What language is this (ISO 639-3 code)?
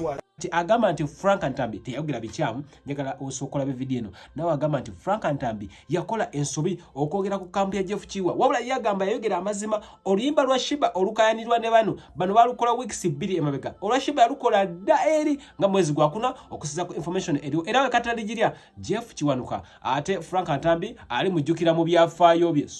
lug